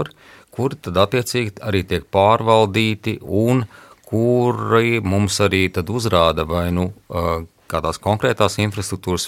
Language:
Latvian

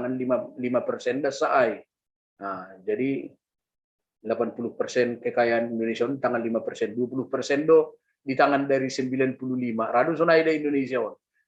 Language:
Batak Simalungun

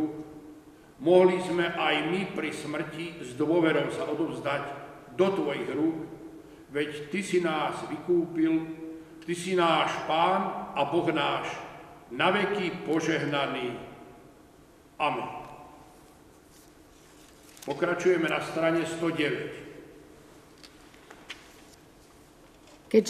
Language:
Slovak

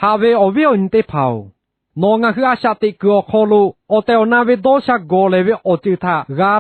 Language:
Lahu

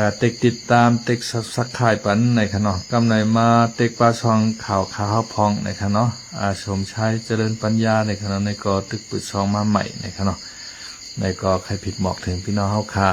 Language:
Shan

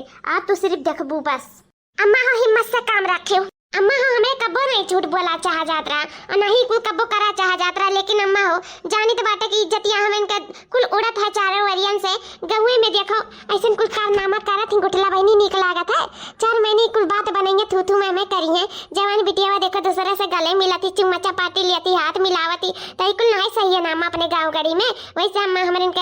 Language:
Awadhi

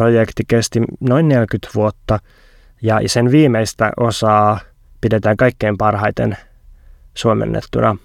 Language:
Finnish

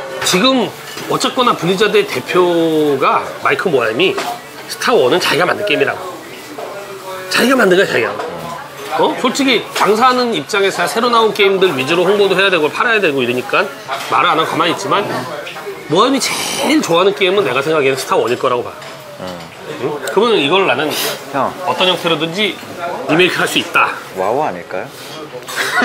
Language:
Korean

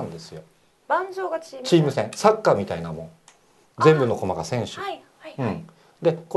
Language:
Japanese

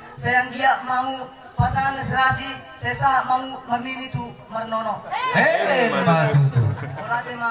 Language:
Batak Toba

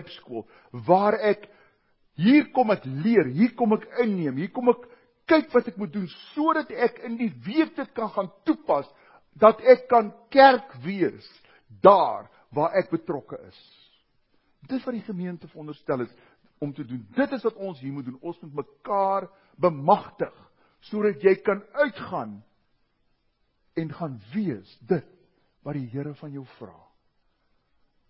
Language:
Afrikaans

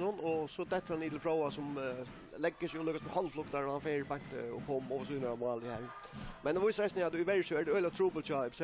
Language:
Faroese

